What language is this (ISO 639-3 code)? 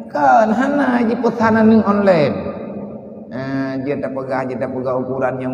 ace